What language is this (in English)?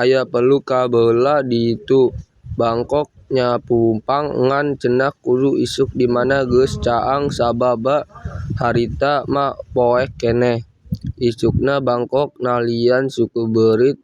Sundanese